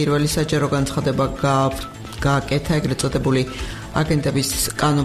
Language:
Georgian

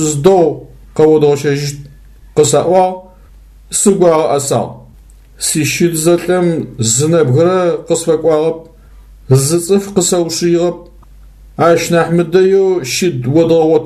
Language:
Adyghe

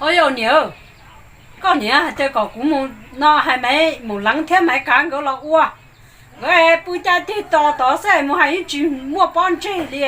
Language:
Hmong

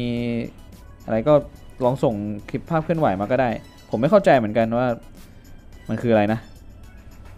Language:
Thai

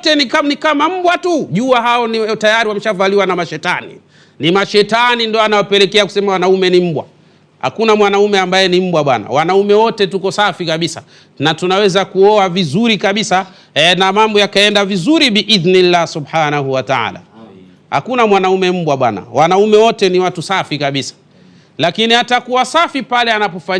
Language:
Swahili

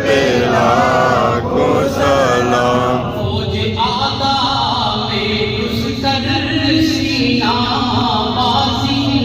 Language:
Pahari-Potwari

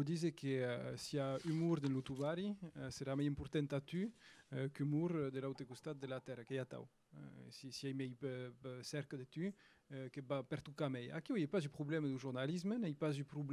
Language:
Occitan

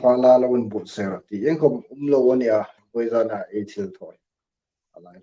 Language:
Hmar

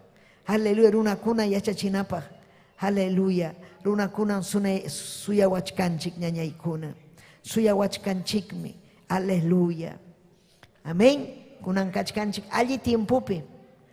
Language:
Ayacucho Quechua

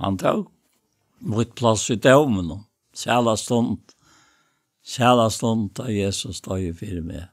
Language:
Faroese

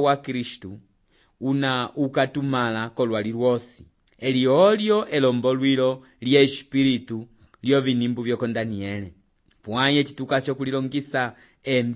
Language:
Umbundu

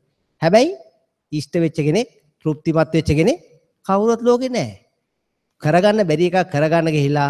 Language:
Sinhala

